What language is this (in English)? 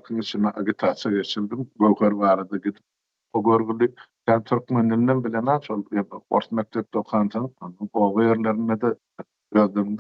Turkmen